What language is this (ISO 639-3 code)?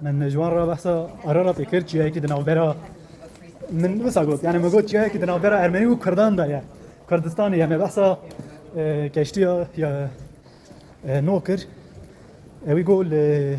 kur